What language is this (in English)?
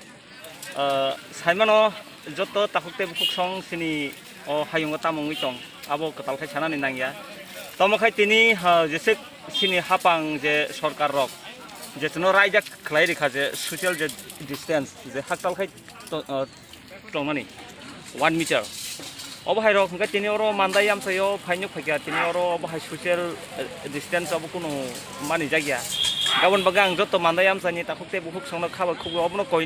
Kok Borok